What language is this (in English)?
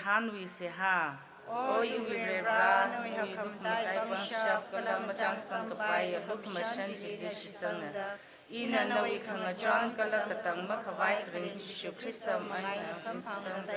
Tangkhul Naga (India)